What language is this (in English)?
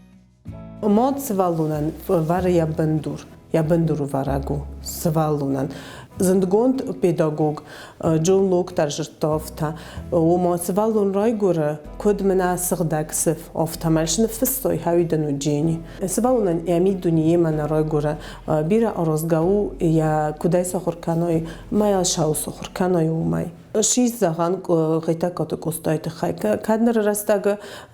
Ossetic